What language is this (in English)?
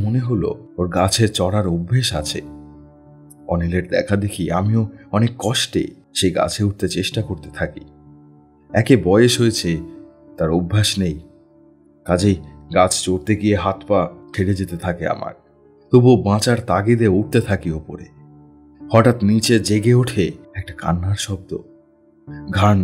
Bangla